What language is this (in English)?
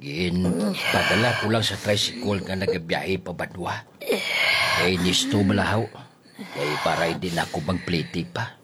Hiligaynon